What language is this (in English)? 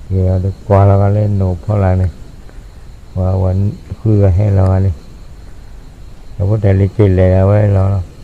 S'gaw Karen